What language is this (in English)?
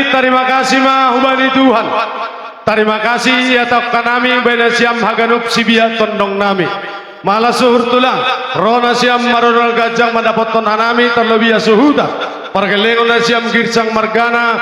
Batak Simalungun